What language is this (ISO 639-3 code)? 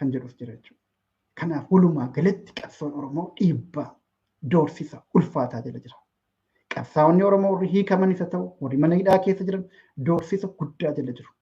orm